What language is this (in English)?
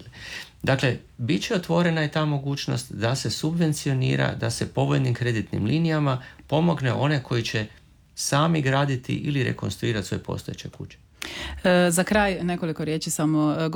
Croatian